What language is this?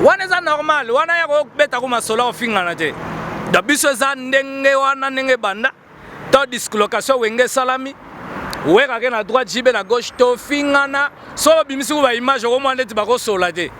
Lingala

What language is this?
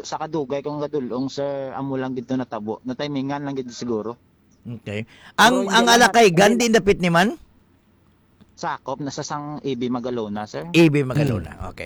Hiligaynon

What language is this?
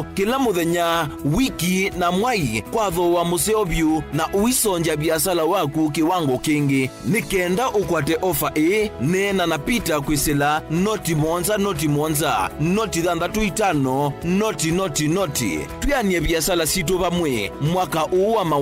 Kamba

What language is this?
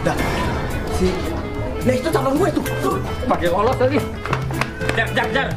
Betawi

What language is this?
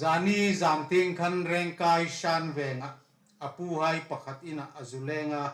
Hmar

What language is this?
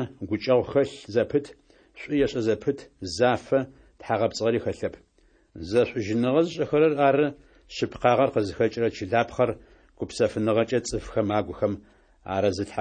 Adyghe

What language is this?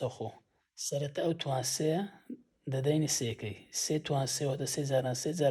Central Kurdish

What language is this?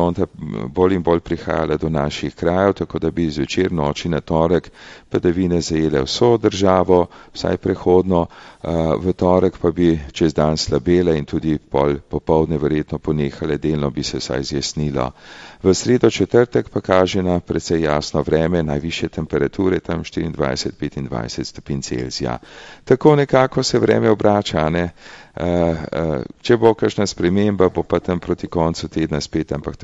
Slovenian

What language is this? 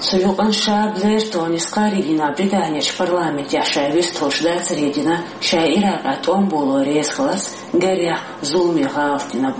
Chechen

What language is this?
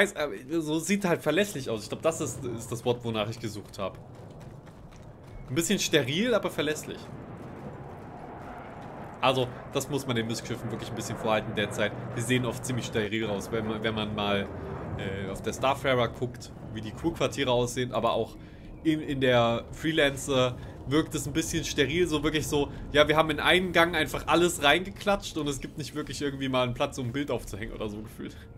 German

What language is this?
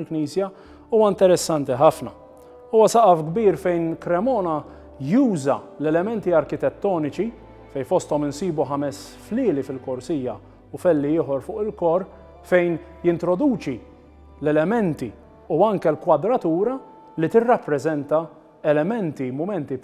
Maltese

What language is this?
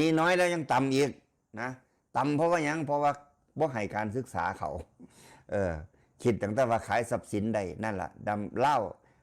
Northeastern Thai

